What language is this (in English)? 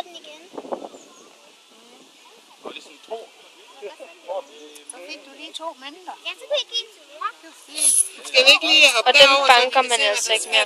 Danish